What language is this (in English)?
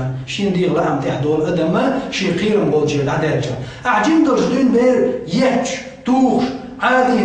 Chechen